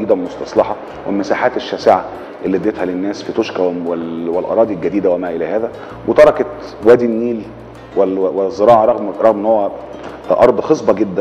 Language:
Egyptian Arabic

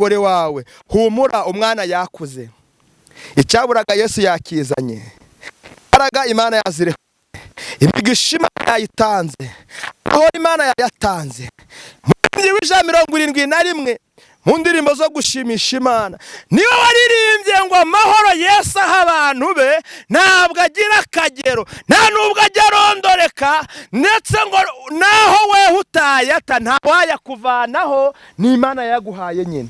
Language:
Kinyarwanda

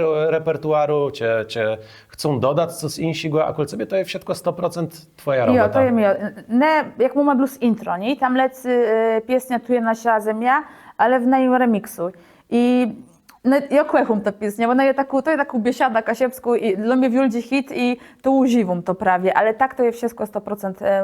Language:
Kashubian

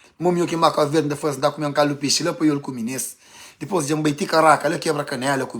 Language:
Kabuverdianu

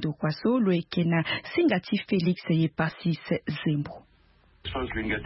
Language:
Sango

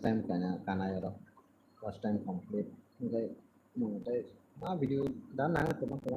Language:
Kok Borok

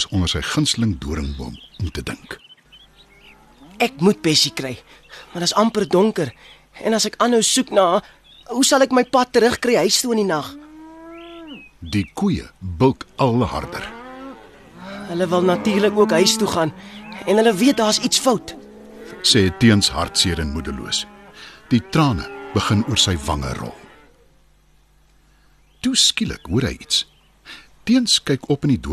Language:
Afrikaans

